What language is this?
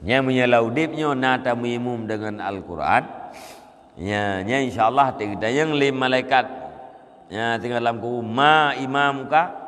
Achinese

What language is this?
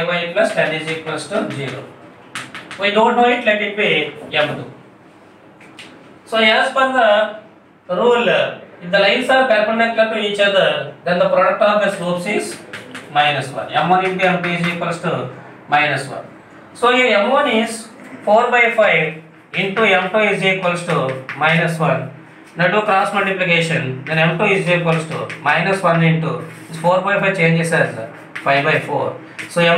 English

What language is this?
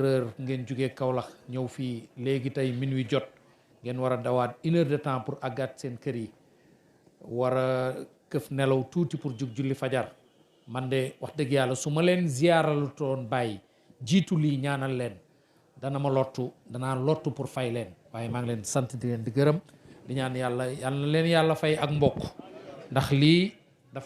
Wolof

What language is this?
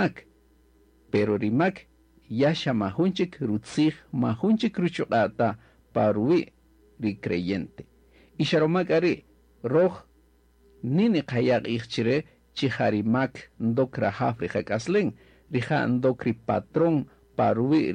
Kaqchikel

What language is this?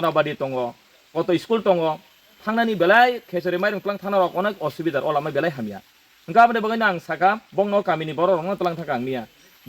Kok Borok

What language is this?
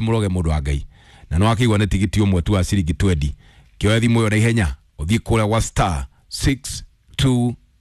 Kikuyu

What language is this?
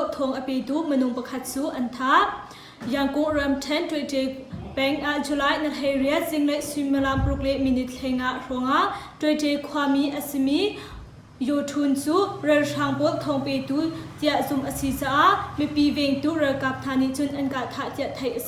Hakha Chin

